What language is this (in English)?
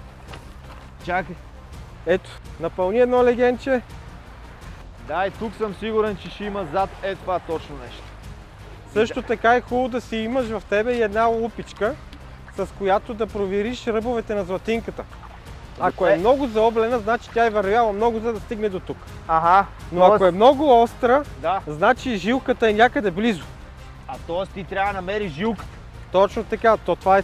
Bulgarian